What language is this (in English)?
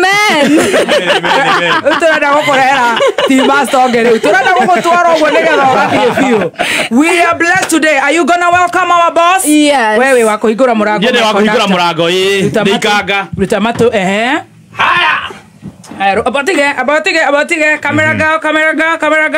Kikuyu